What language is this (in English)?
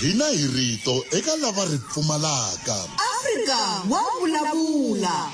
Tsonga